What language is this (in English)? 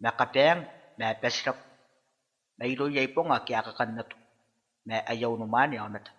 Gilbertese